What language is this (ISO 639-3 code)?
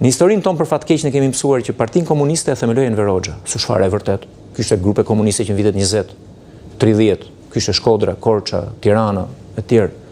sqi